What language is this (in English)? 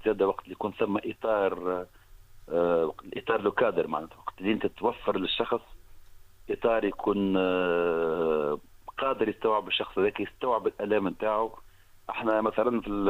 Tunisian Arabic